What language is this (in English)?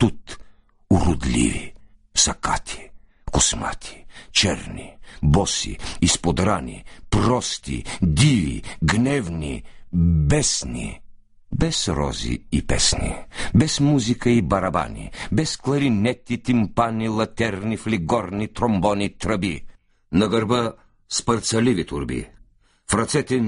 Bulgarian